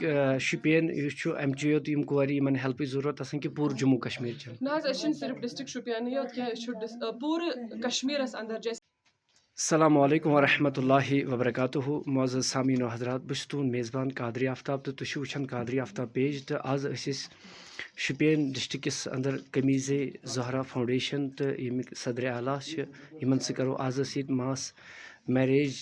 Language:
Kashmiri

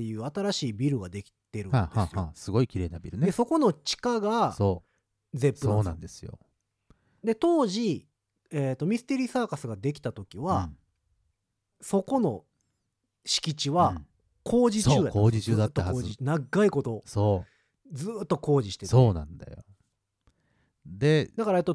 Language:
Japanese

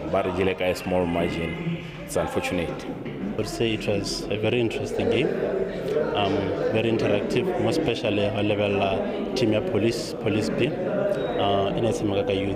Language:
Tswana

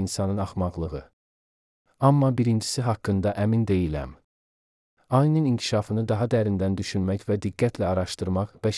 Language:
Azerbaijani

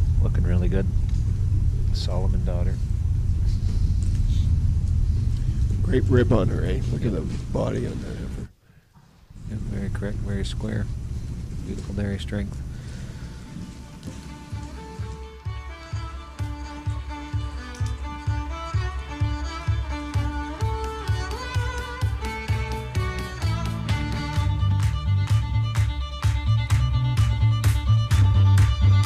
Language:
English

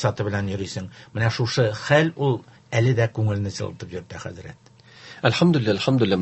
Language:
Tatar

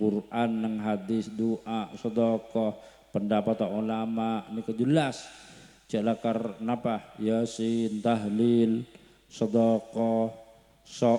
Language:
Madurese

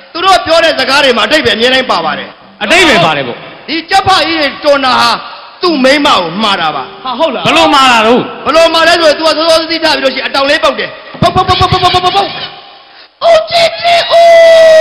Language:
Burmese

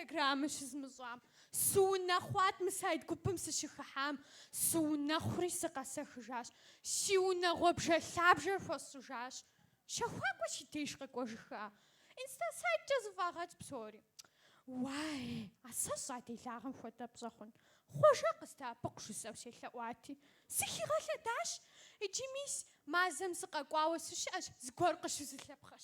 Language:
Kabardian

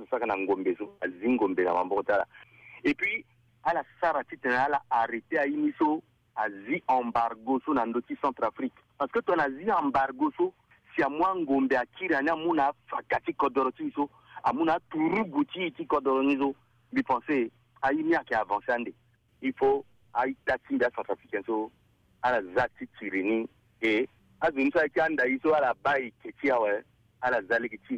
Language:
Sango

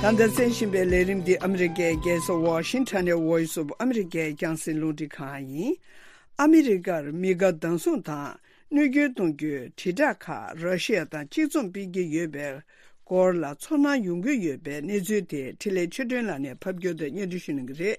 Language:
Tibetan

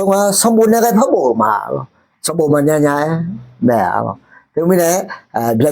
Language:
Akha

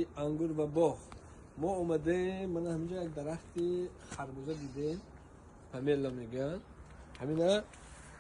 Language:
Tajik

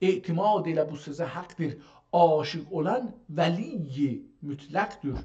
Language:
South Azerbaijani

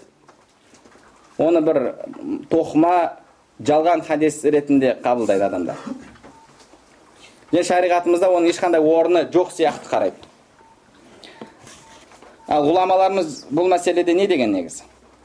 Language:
Kazakh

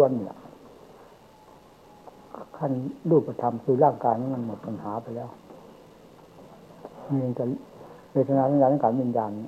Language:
Thai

